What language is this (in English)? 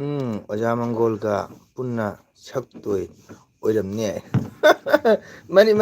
Manipuri